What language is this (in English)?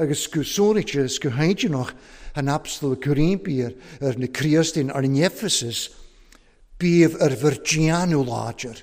Welsh